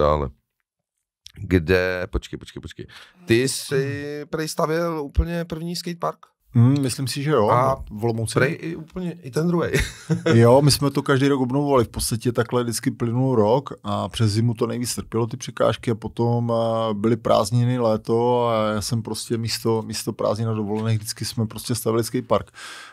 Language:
Czech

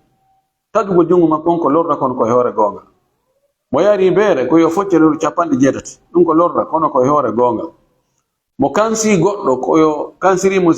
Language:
Fula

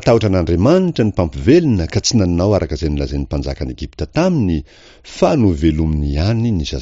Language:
Malagasy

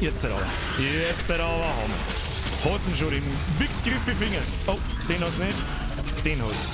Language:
Bavarian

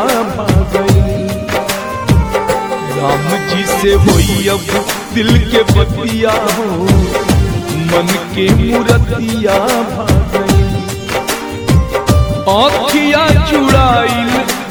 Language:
Bhojpuri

